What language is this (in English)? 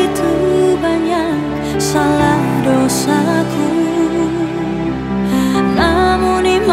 Indonesian